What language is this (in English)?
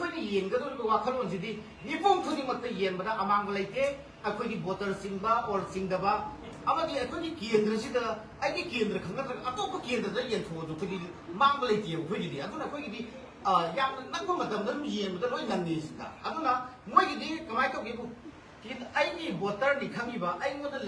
Manipuri